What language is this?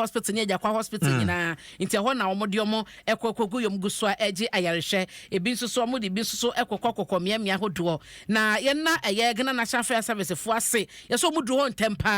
Akan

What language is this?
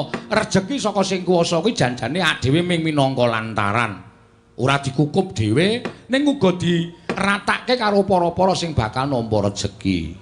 Javanese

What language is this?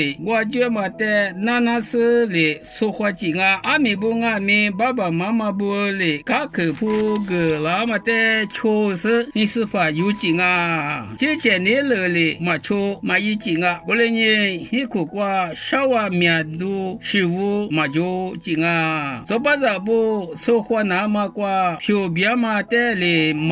Lisu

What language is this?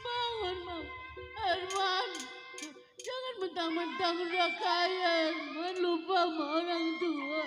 Betawi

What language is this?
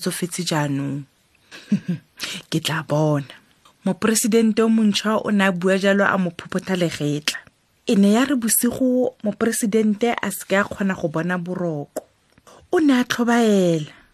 Tswana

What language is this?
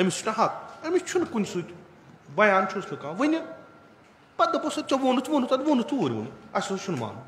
Kashmiri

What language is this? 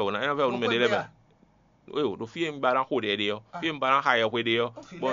Fon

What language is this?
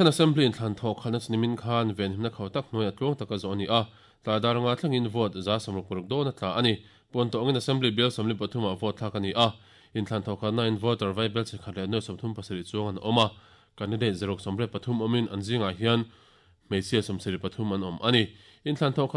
Mizo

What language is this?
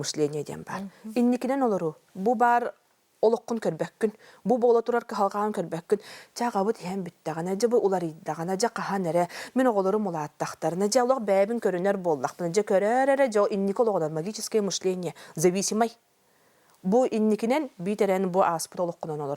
Yakut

